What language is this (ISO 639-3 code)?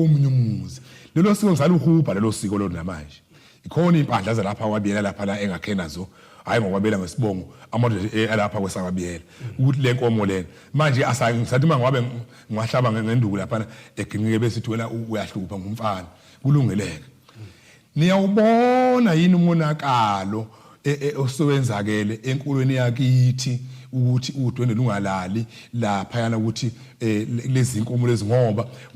zul